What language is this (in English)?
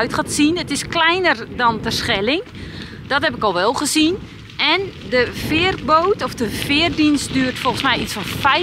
Dutch